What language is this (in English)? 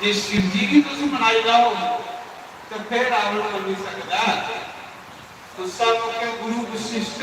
Dogri